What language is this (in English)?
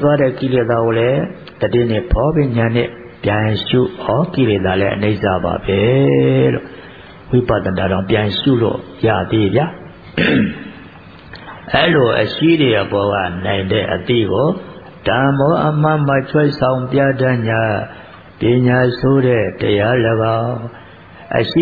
Burmese